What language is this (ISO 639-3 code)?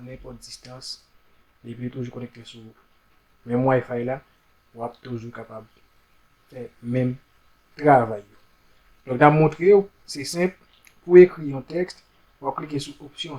hat